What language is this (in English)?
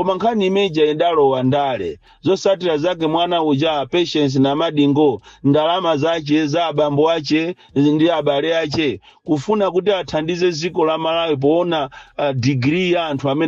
Nyanja